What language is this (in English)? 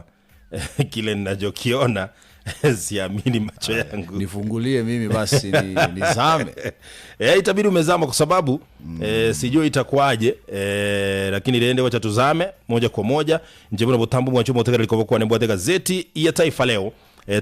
Gusii